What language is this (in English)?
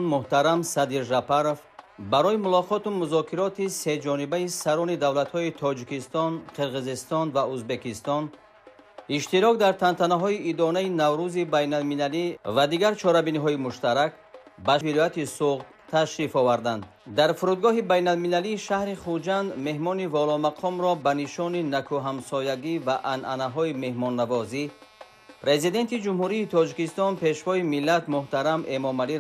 Tajik